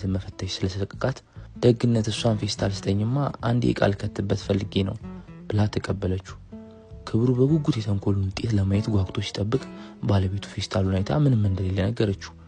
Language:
Amharic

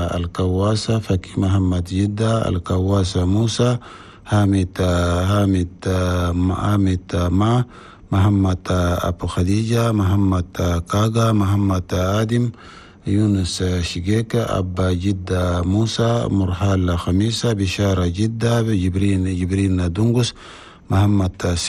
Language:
Chadian Arabic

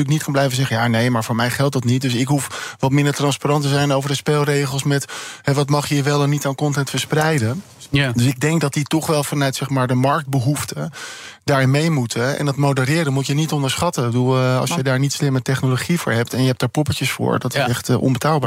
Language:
Dutch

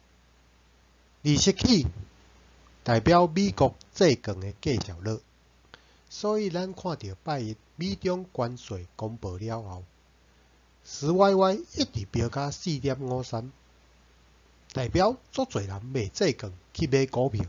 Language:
Min Nan Chinese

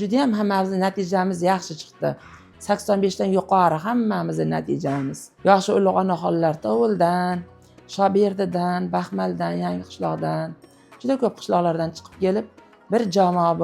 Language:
Uzbek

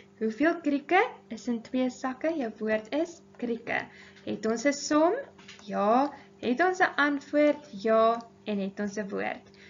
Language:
Afrikaans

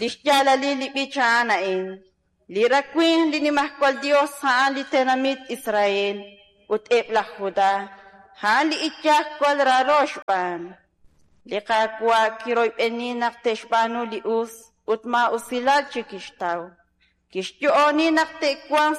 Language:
Kekchí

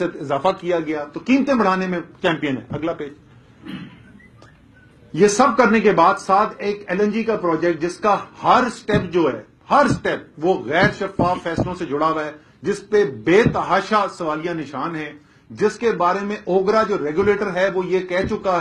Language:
Urdu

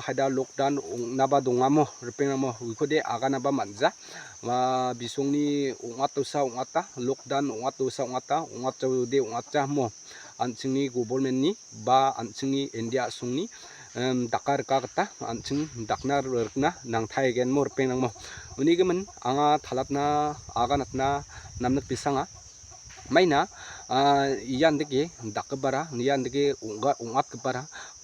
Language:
Garo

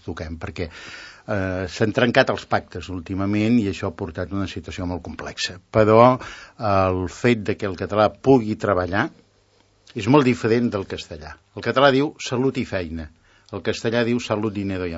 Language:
Catalan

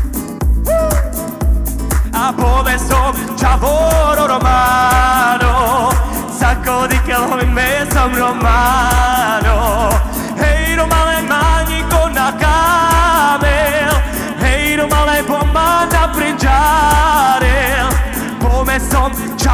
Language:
Czech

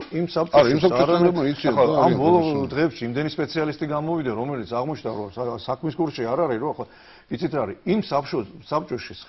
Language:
Georgian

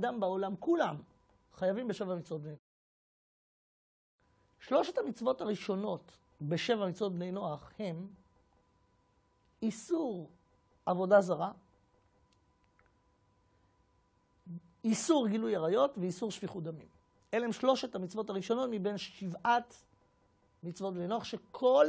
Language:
Hebrew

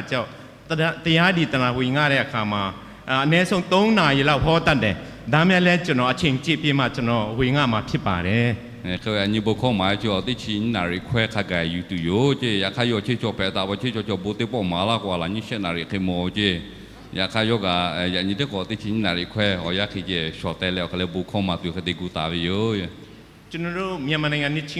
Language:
Lahu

